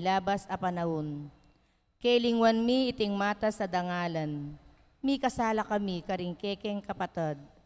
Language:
Pampanga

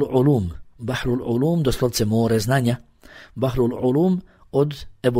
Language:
Bosnian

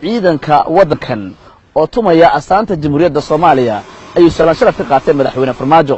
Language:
Somali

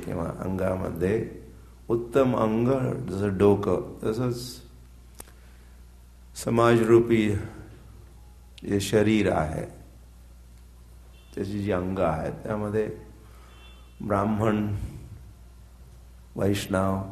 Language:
Marathi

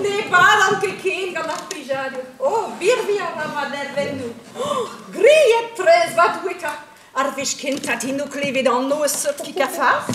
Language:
Breton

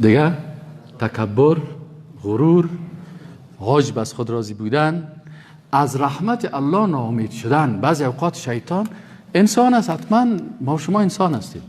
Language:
Persian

